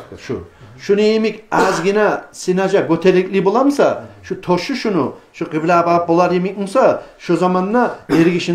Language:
Kumyk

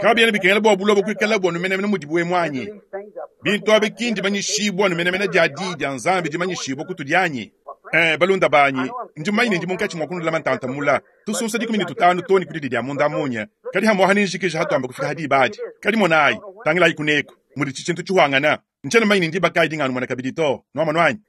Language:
Luba-Lulua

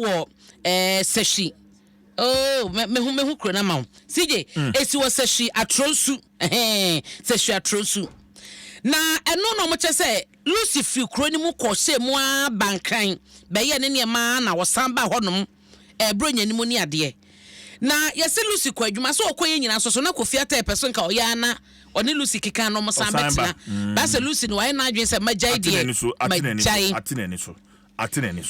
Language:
Akan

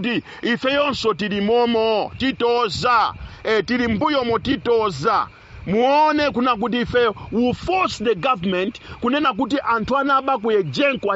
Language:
Nyanja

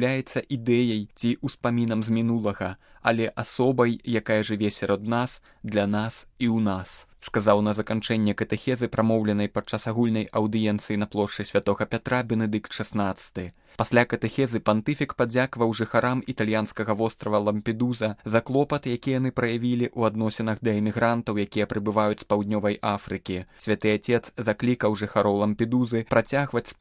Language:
Belarusian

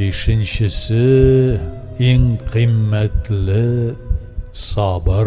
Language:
Tatar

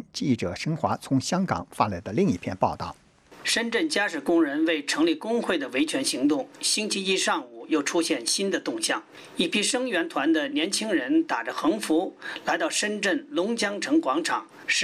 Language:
Chinese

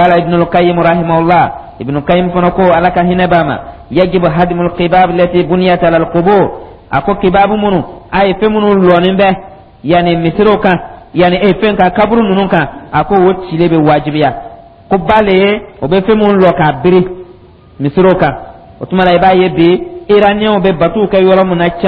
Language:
Dyula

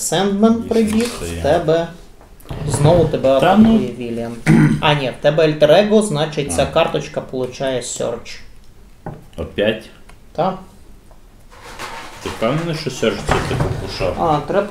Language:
Ukrainian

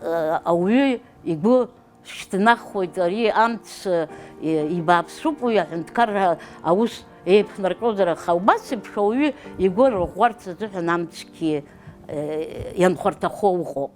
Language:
Abkhazian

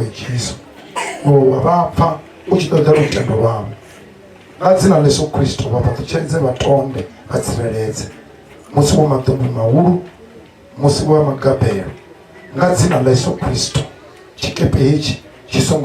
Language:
Venda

